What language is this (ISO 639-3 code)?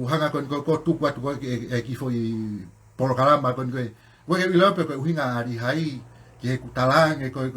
ton